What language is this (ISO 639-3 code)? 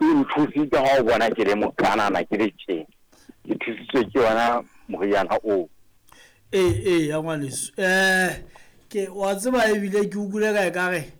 sot